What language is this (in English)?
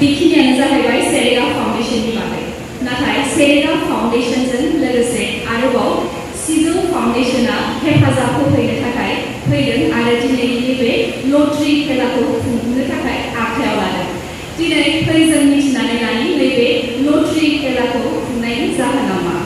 Bodo